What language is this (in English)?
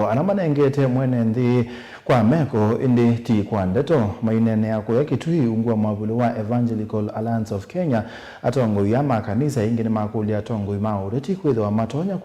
Kamba